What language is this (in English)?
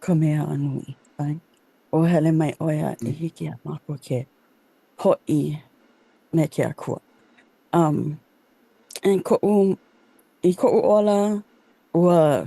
Hawaiian